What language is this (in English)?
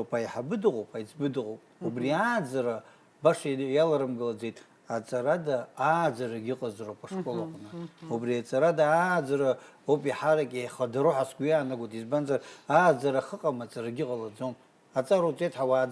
Abkhazian